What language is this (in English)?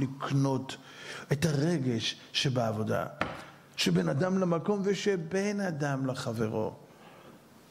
Hebrew